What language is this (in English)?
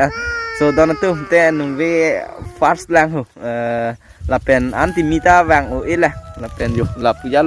Karbi